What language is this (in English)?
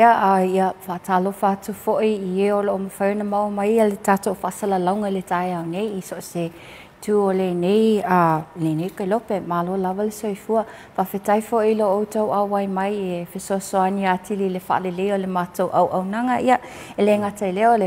Samoan